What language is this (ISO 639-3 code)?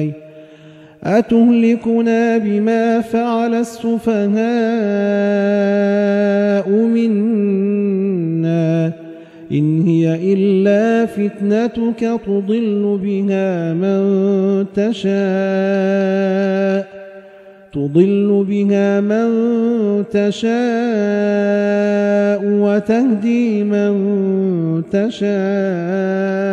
ara